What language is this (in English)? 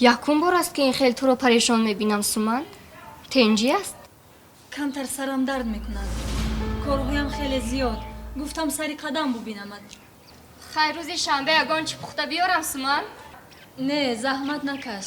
Tajik